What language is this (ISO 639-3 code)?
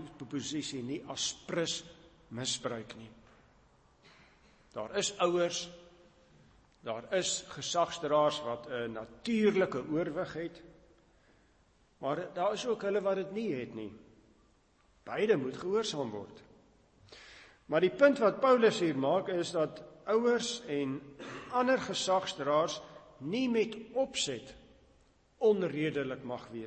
afr